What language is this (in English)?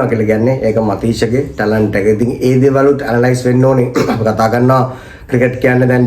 Sinhala